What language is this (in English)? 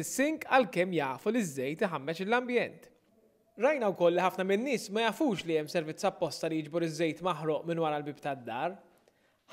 Maltese